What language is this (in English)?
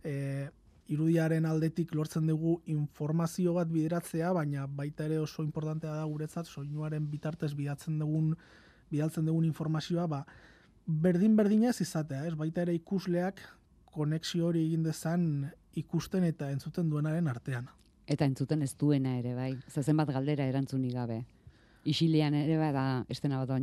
Basque